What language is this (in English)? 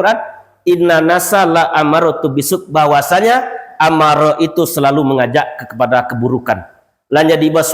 Minangkabau